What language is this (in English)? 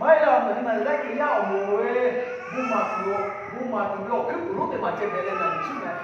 Lahu